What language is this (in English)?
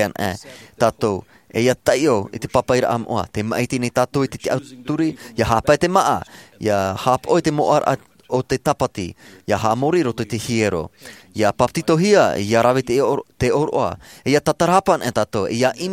Tahitian